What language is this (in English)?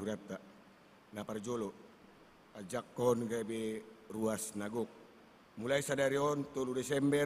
Batak Toba